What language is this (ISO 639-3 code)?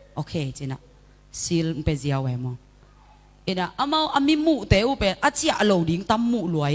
ctd